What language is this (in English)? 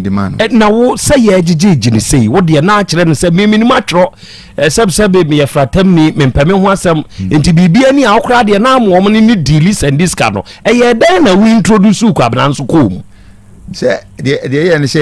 Akan